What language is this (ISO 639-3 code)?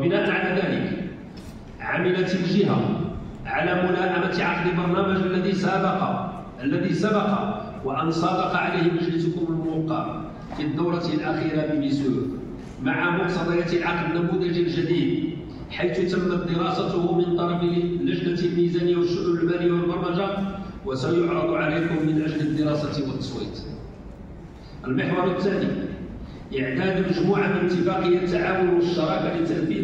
ara